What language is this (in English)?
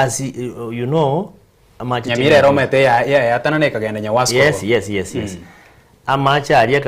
Gusii